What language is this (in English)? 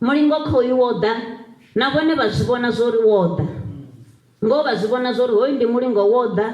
Venda